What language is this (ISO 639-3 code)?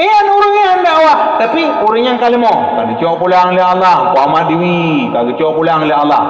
ace